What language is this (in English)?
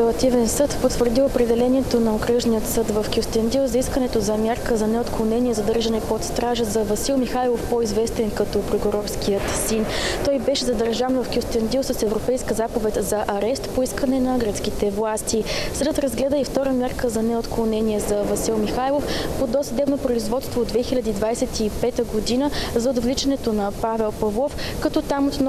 Bulgarian